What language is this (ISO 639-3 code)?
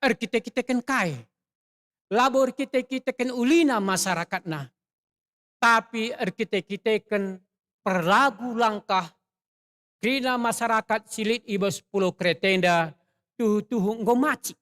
btx